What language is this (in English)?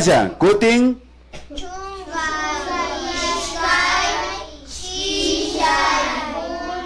Imbabura Highland Quichua